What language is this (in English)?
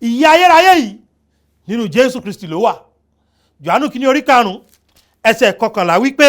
Yoruba